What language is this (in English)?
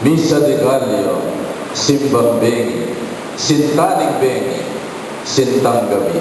Pampanga